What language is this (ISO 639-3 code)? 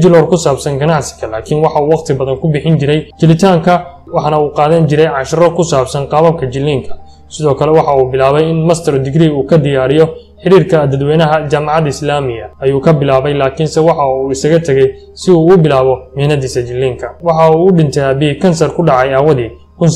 som